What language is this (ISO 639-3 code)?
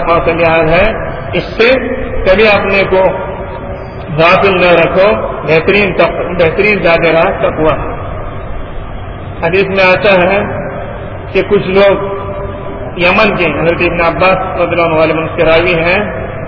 urd